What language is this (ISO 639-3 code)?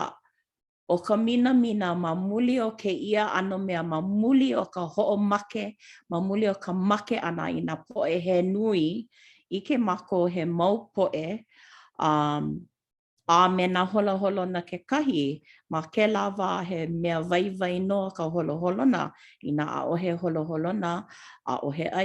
haw